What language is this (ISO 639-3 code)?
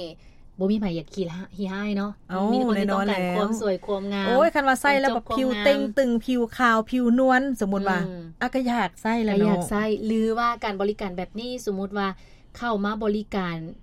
lao